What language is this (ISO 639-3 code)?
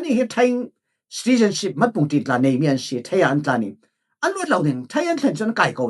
cfm